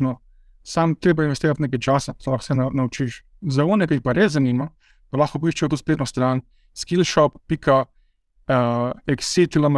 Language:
Slovenian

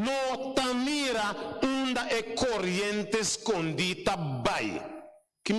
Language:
Papiamento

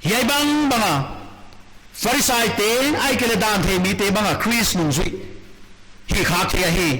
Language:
Paite Chin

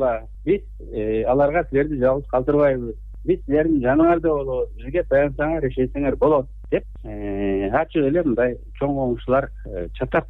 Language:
Kyrgyz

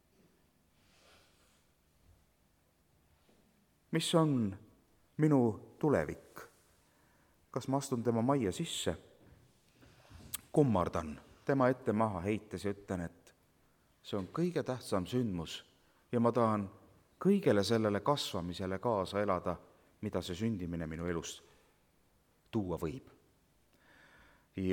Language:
Estonian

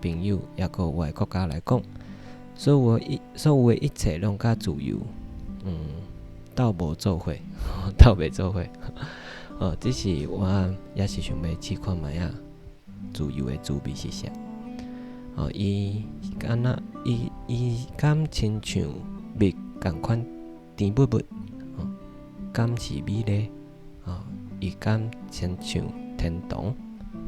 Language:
Min Nan Chinese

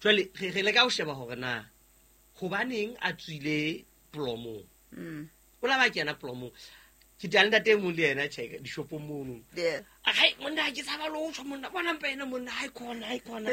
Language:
Southern Sotho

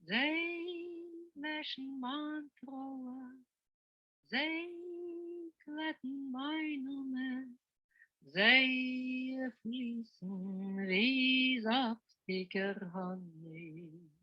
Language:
Yiddish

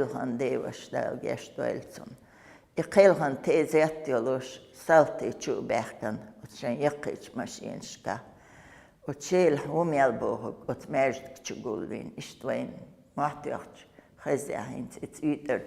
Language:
Chechen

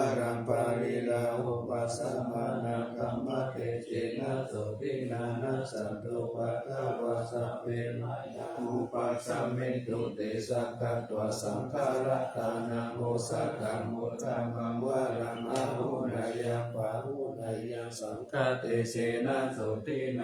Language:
Pali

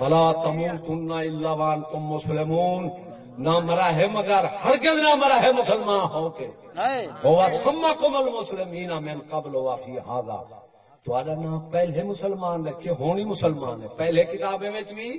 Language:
Saraiki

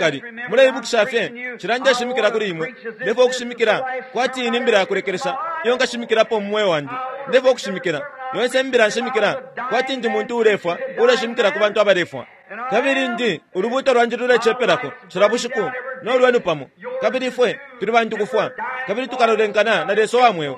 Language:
Bemba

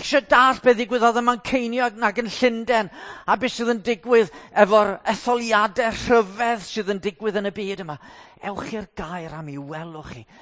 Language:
Welsh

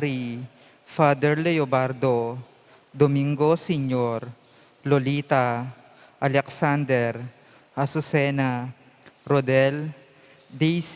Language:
Pampanga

